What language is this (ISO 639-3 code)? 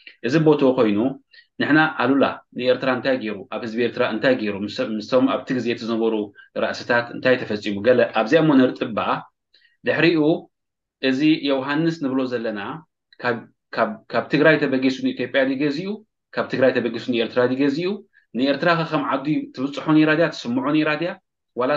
tir